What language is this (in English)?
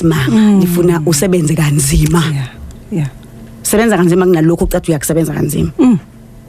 Zulu